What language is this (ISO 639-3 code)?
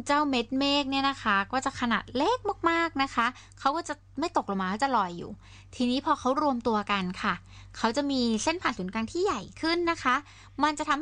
tha